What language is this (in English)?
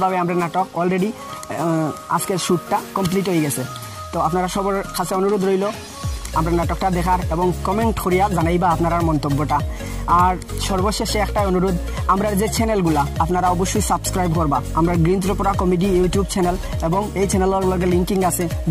Sylheti